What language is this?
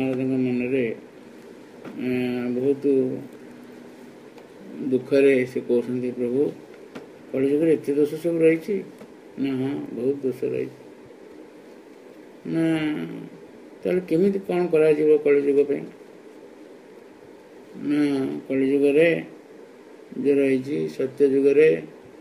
Odia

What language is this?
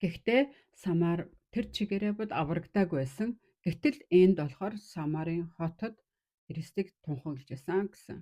Mongolian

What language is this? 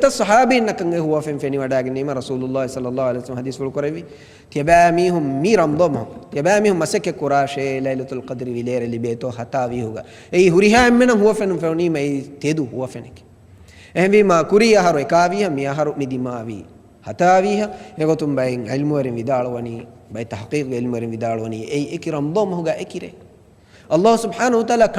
Divehi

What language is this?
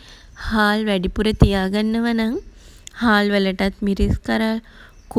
Sinhala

